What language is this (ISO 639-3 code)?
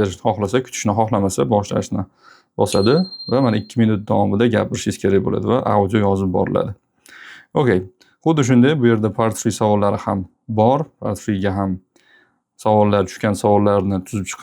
uzb